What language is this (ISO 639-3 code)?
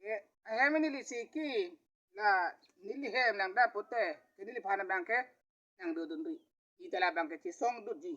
mjw